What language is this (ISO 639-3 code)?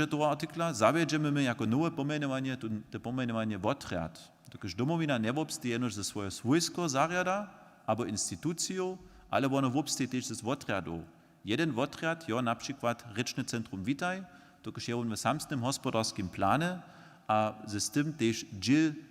hsb